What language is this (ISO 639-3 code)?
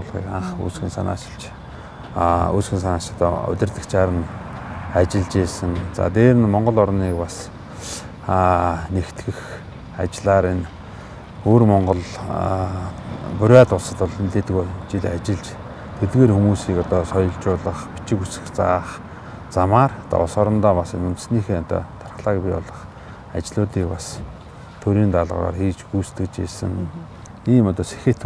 mon